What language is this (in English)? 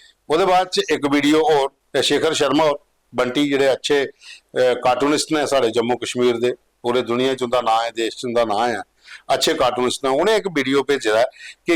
Dogri